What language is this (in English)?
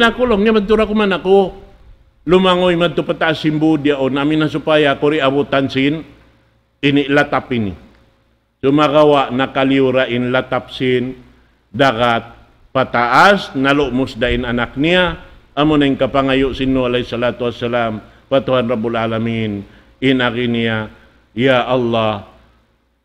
Tausug